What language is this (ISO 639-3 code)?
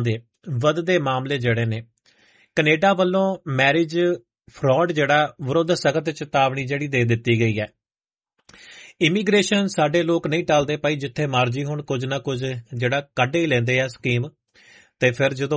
pan